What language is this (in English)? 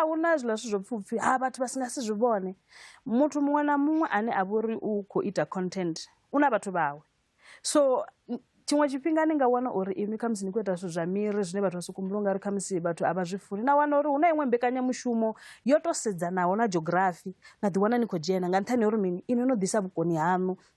Venda